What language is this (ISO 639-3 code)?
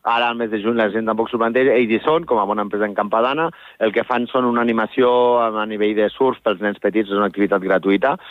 cat